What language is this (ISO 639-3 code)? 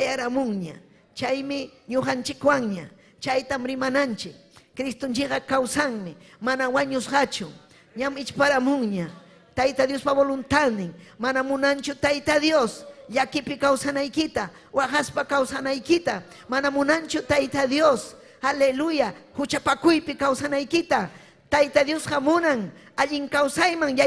quy